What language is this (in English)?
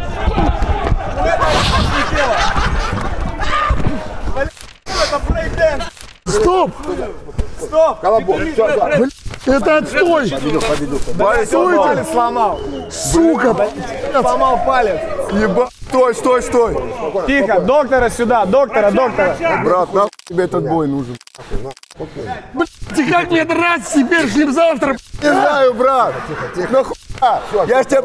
Russian